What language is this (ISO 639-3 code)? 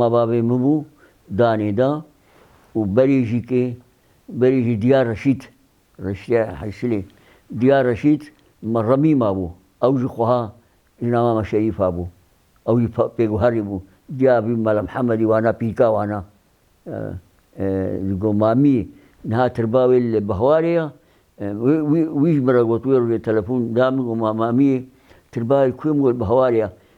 kur